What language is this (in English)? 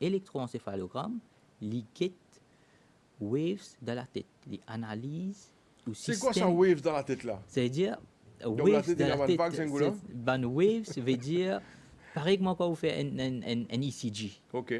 Morisyen